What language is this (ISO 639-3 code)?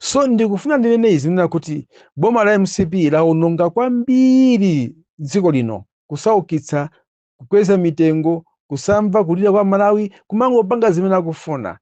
nya